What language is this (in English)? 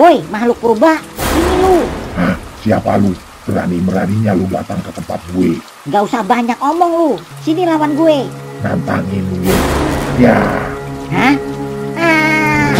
Betawi